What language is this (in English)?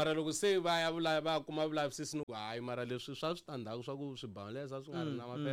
Tsonga